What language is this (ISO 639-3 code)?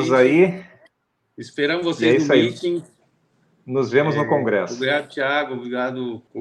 por